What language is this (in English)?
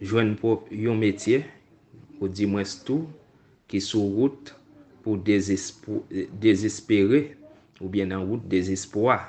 Haitian Creole